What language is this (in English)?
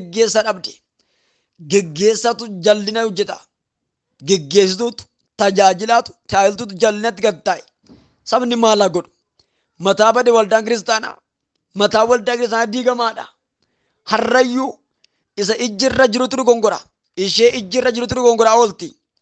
Oromo